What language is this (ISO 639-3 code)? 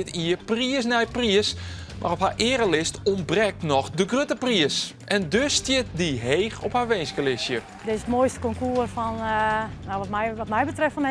fry